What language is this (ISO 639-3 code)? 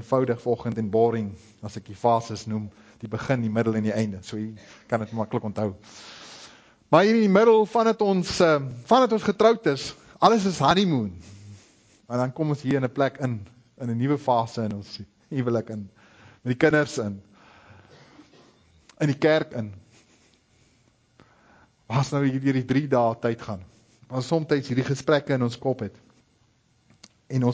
afr